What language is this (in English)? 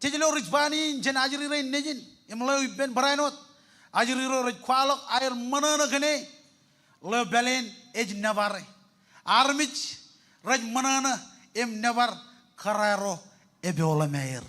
Marshallese